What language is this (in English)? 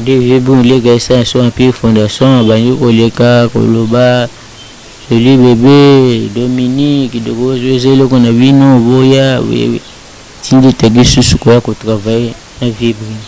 Lingala